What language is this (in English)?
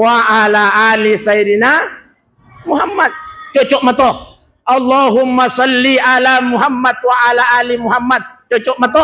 Buginese